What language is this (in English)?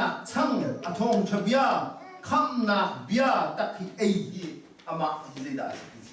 Hakha Chin